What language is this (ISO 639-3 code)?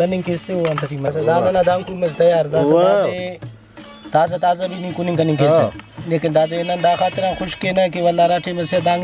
brh